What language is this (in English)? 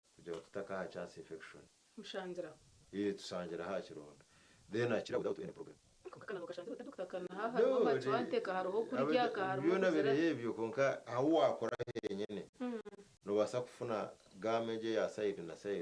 Nyankole